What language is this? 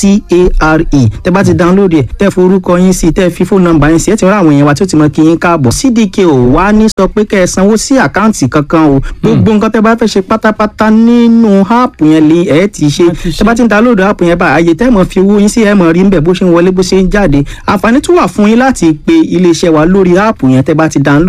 Yoruba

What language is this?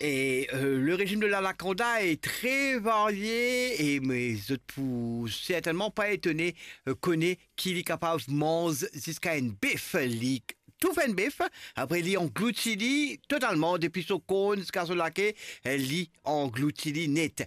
Morisyen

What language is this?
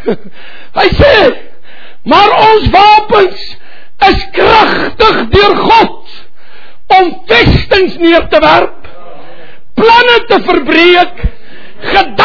Afrikaans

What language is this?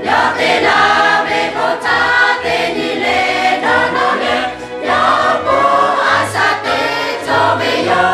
Lahu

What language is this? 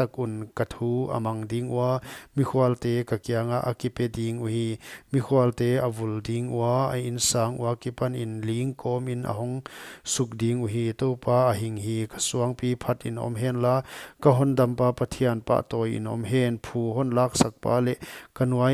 Paite Chin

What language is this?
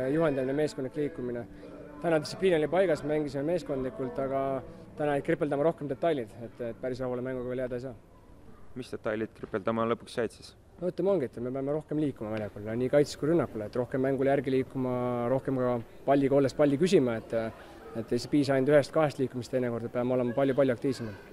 Estonian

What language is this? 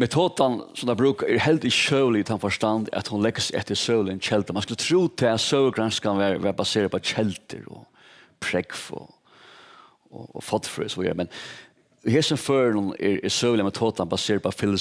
Faroese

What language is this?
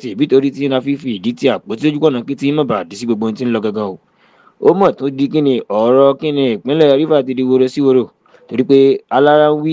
Yoruba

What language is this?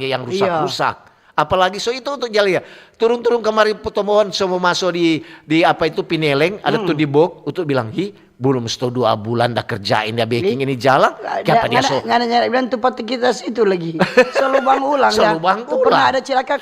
Manado Malay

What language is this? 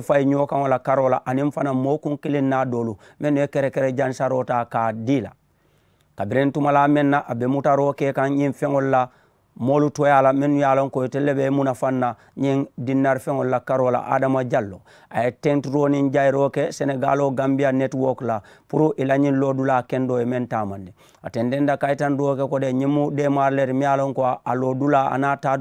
Mandingo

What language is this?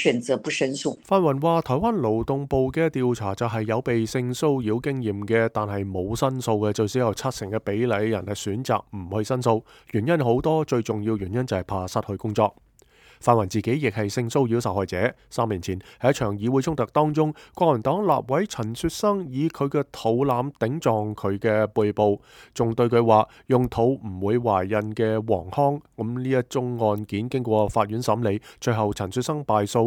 Cantonese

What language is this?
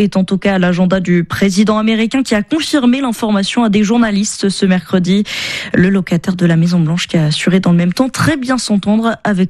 French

